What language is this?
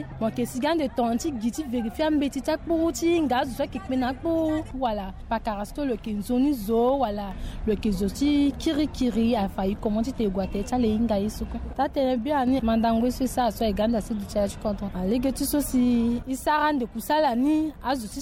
Sango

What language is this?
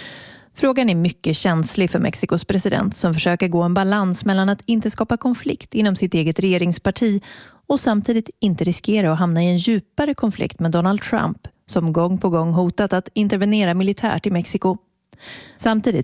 Swedish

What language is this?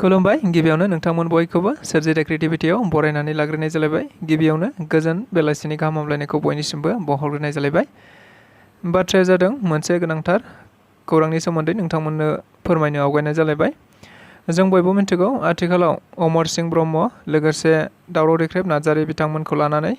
Bodo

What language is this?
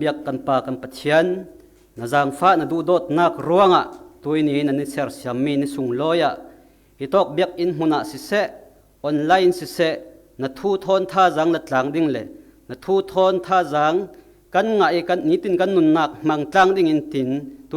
Falam Chin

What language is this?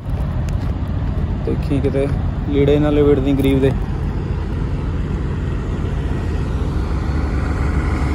Punjabi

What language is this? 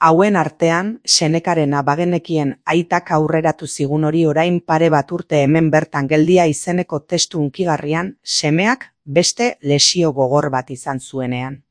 Basque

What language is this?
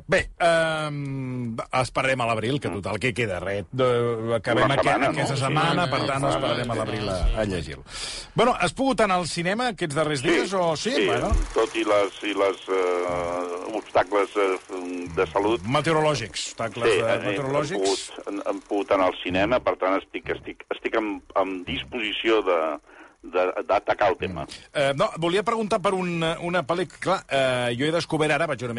Catalan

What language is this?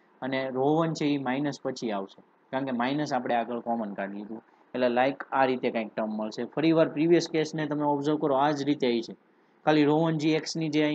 Gujarati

